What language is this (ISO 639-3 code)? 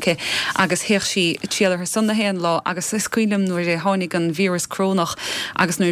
gle